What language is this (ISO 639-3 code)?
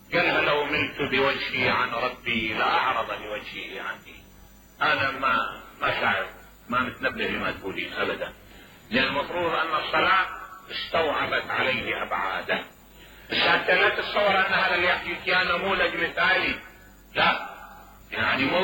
acm